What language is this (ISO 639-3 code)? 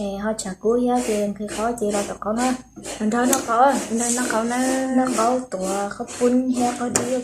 hmn